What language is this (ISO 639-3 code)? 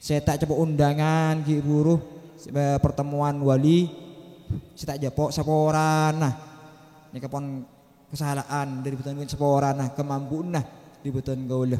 mad